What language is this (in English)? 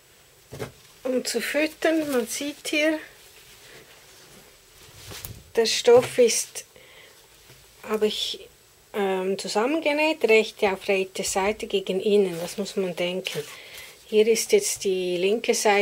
German